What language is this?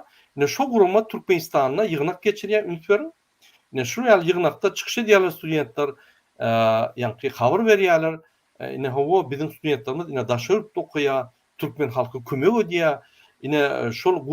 Turkmen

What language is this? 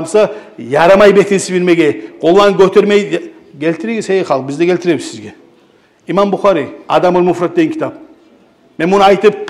Kumyk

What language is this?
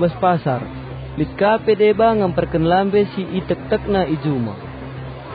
Batak Karo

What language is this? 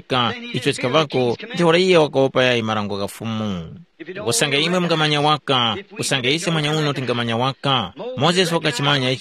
Tumbuka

